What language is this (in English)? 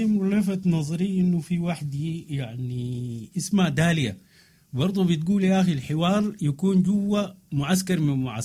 Sudanese Arabic